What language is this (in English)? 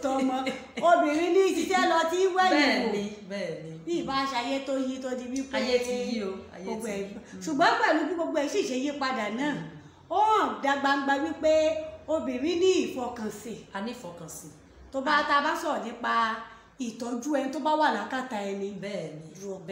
Yoruba